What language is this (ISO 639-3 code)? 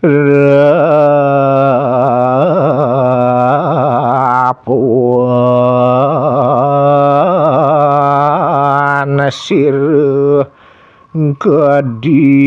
ban